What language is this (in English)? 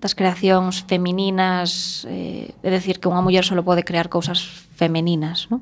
Galician